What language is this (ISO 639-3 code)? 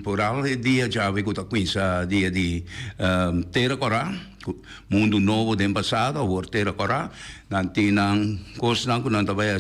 pap